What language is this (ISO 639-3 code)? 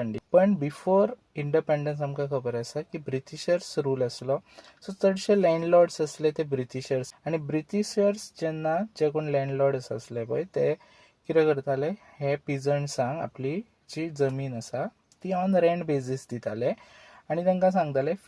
kok